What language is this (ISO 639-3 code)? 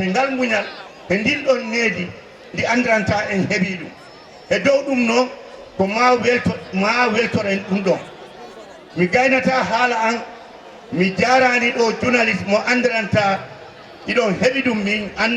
ful